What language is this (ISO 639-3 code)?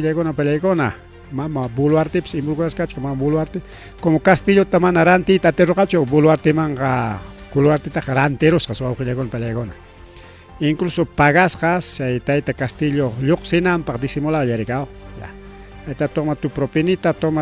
quy